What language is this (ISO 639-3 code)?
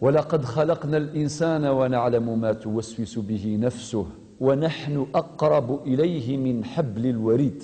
kab